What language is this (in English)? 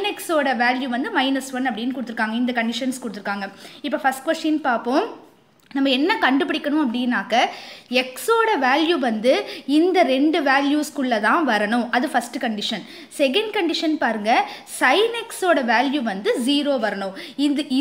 Tamil